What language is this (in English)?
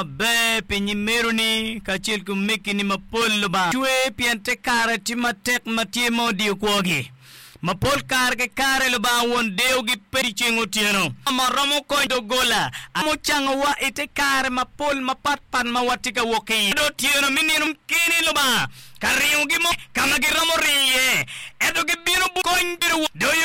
Acoli